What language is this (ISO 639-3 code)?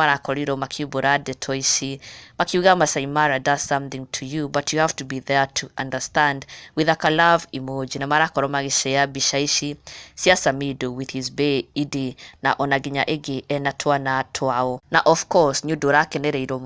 kik